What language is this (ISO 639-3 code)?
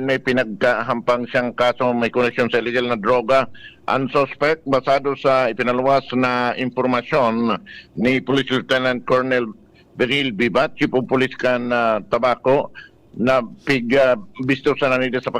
bik